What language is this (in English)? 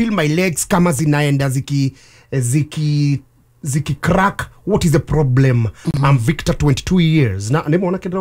Kikuyu